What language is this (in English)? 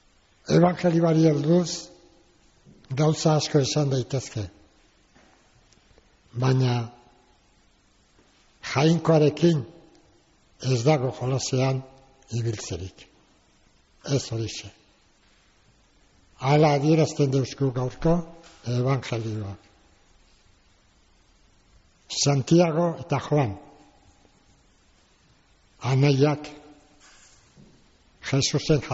Basque